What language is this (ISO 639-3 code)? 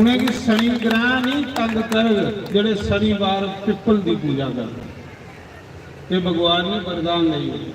doi